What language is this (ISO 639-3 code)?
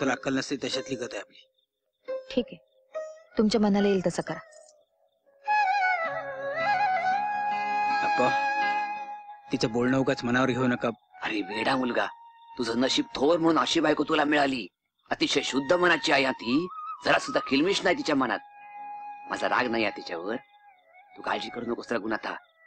mar